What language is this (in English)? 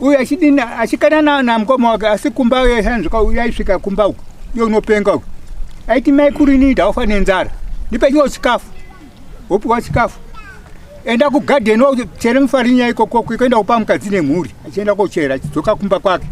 Shona